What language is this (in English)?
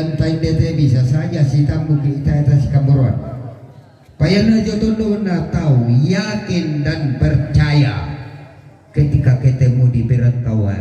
Toraja-Sa'dan